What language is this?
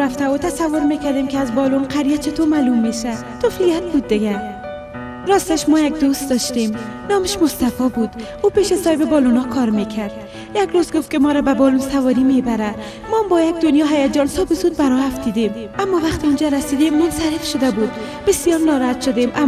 Persian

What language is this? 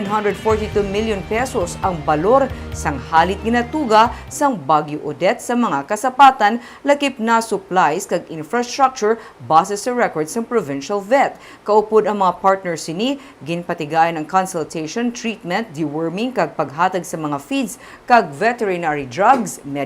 Hiligaynon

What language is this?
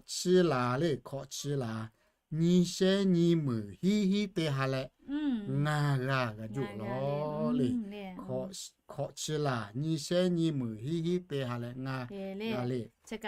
Lahu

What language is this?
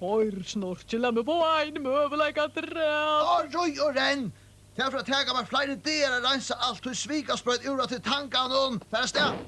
Faroese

